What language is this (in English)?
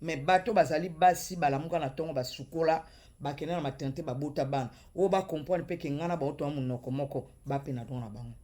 Lingala